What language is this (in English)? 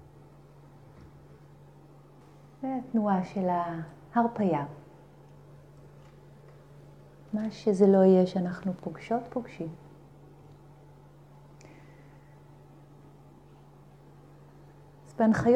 Hebrew